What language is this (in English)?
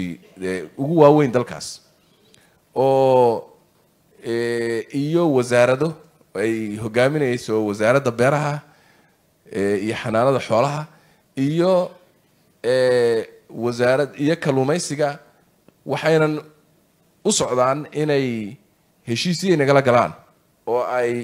Somali